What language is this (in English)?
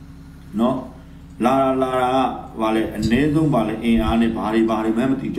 Burmese